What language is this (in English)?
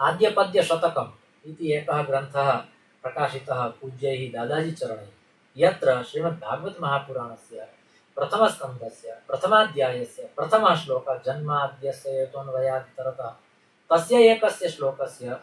Sanskrit